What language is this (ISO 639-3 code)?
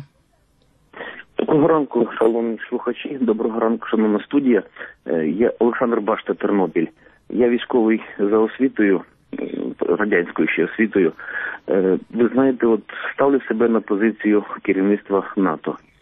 ukr